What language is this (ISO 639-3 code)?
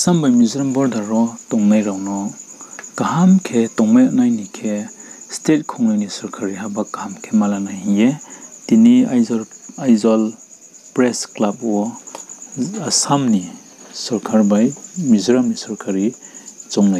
ria